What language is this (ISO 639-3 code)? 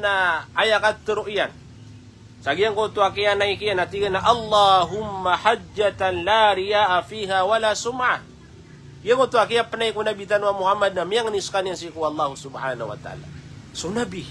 mrw